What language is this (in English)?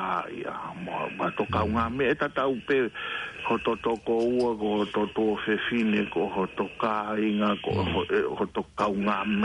Tongan